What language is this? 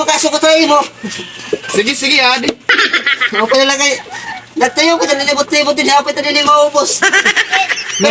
Waray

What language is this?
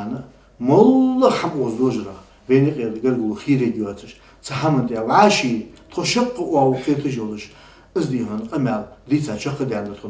Ingush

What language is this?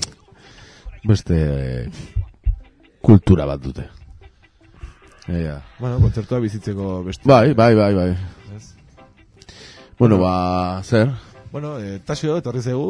Basque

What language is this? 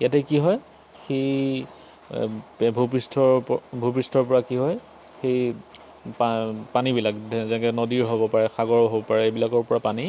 Assamese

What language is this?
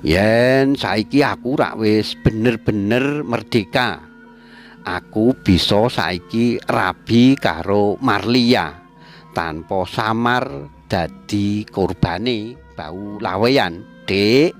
Javanese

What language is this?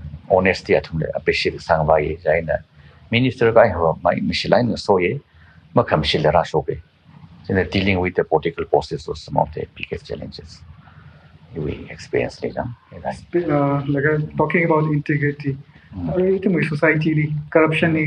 Tangkhul Naga (India)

